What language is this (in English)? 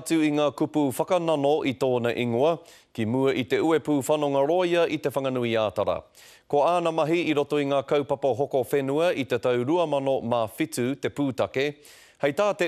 Māori